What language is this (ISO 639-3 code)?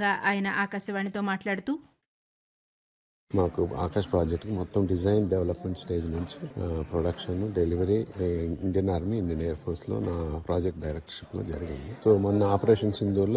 tel